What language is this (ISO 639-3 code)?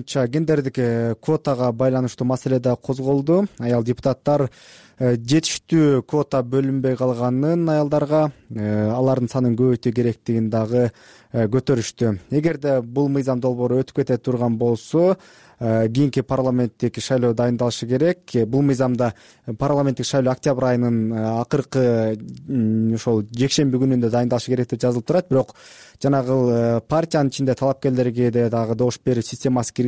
kir